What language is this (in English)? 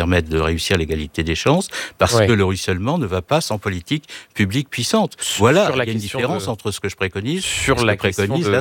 French